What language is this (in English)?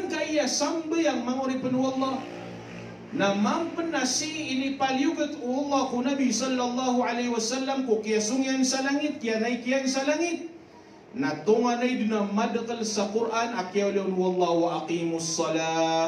Maranao